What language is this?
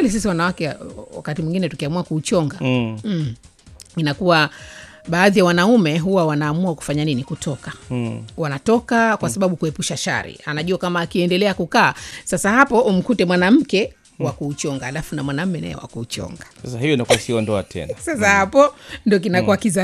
Swahili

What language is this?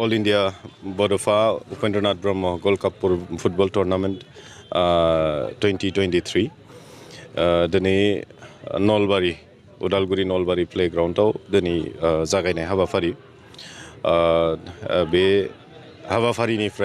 Bodo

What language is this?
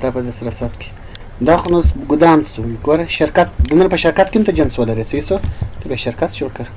Pashto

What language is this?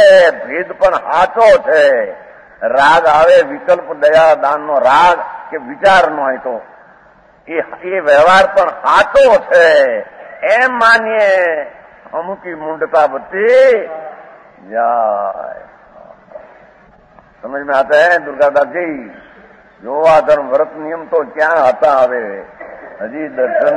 Gujarati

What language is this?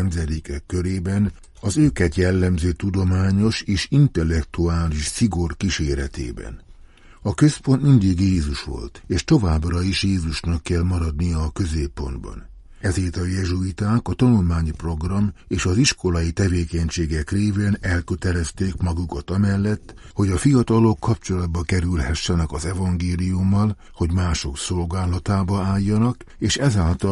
Hungarian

